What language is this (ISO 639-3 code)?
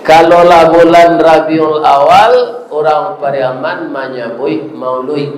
min